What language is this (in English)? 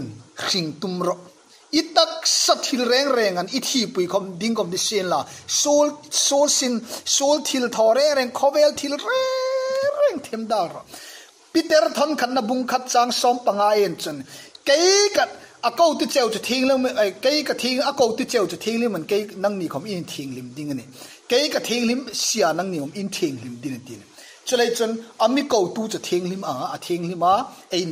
Hmar